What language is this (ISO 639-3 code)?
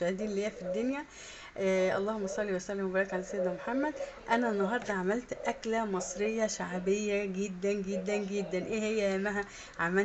arz